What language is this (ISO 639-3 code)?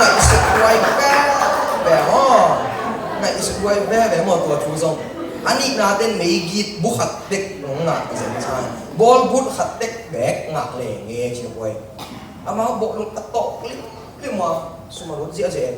ctd